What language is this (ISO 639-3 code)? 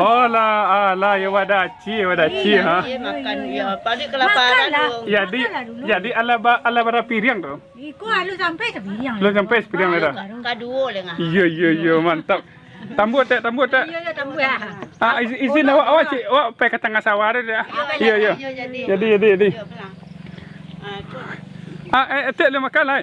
min